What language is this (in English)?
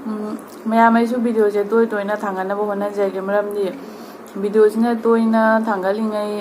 Manipuri